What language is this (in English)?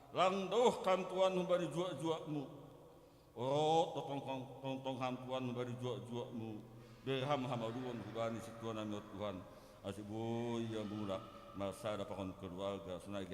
Batak Simalungun